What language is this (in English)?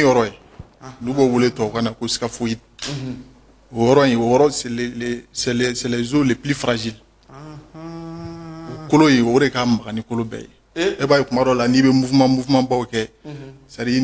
Bambara